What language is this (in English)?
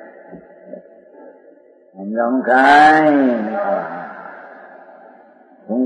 Gujarati